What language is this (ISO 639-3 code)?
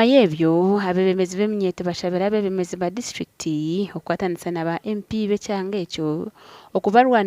nyn